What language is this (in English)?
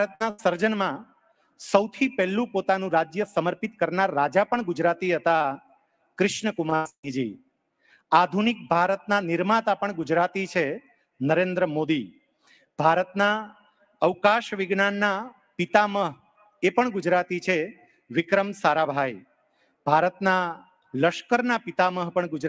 Gujarati